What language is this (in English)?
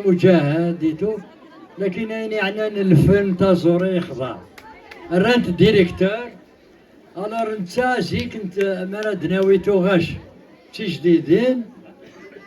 Kabyle